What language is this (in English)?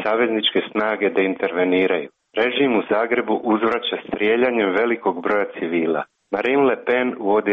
Croatian